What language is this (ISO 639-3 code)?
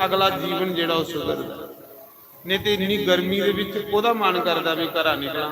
doi